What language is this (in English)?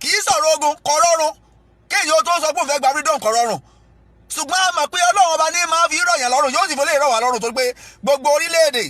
Yoruba